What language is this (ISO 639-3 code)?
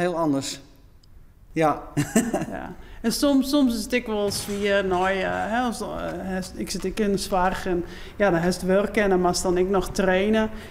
fry